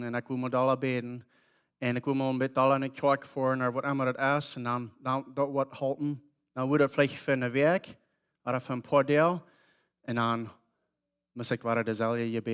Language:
Plautdietsch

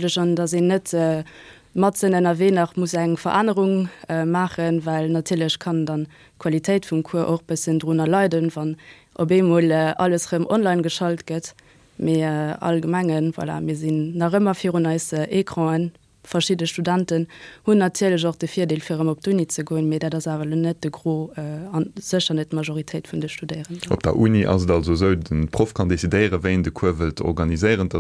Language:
Luxembourgish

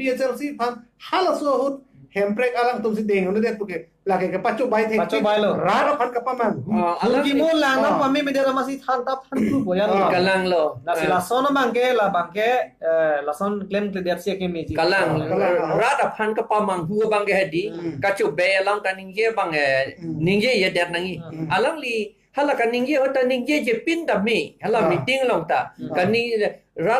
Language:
Karbi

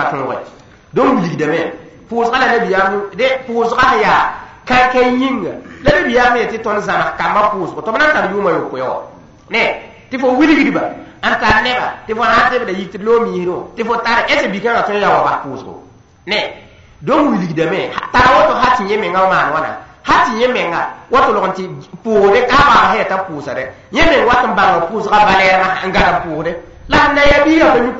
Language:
Mossi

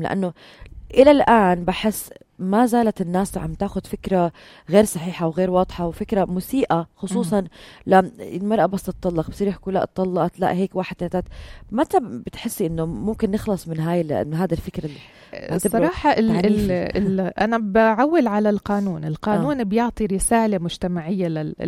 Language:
North Levantine Arabic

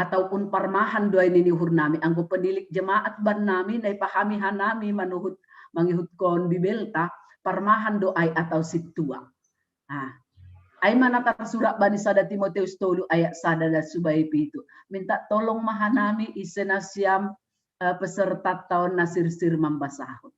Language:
Batak Simalungun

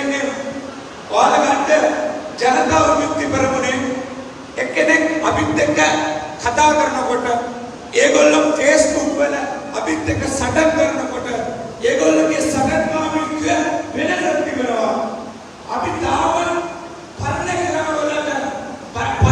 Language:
Sinhala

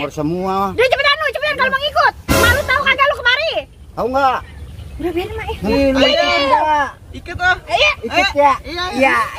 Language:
Betawi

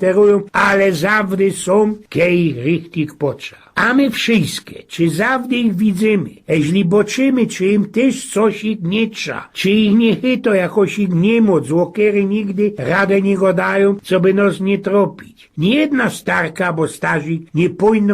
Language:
Silesian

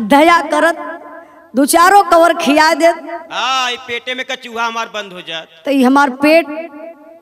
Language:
Bhojpuri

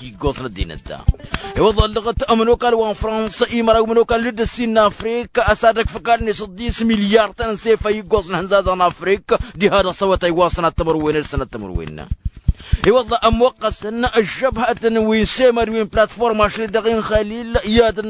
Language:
Tamasheq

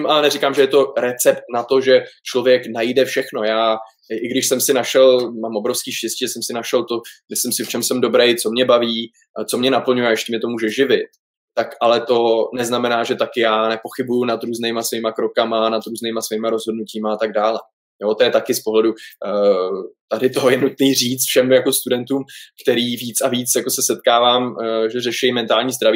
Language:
Czech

